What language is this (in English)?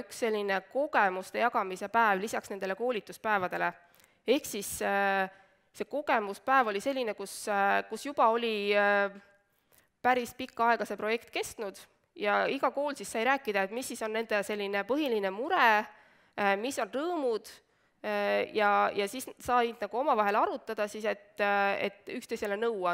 Estonian